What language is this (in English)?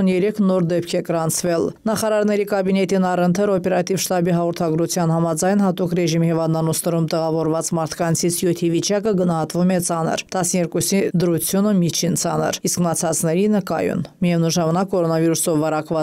Armenian